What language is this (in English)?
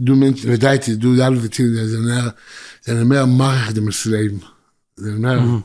Yiddish